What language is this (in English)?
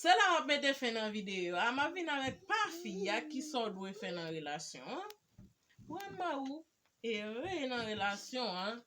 Haitian Creole